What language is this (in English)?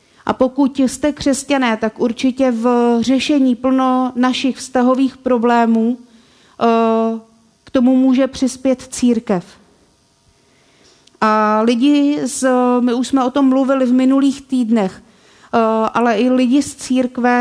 Czech